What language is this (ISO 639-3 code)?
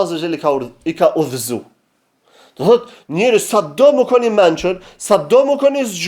sqi